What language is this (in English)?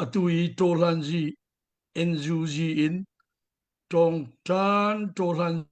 Hakha Chin